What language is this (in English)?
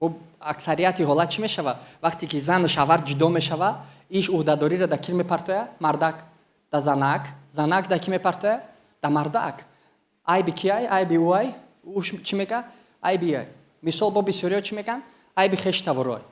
Tajik